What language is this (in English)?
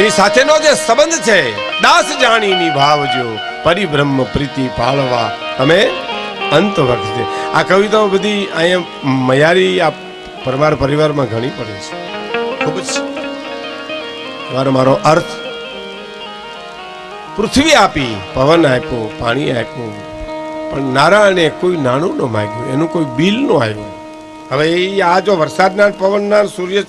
Gujarati